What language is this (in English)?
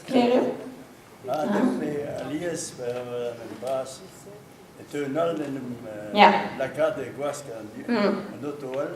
Breton